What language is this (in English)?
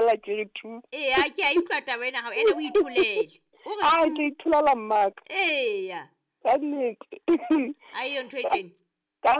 Southern Sotho